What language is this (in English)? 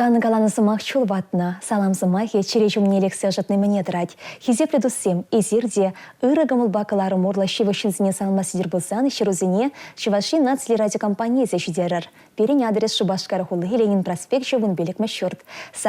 Chuvash